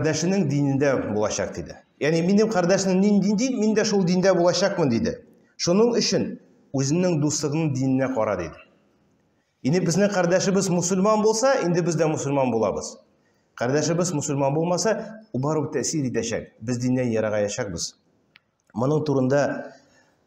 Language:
Tatar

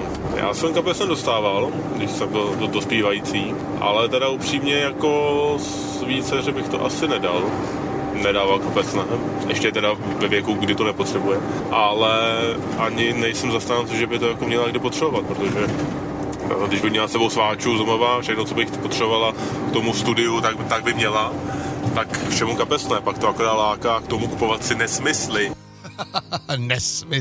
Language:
Czech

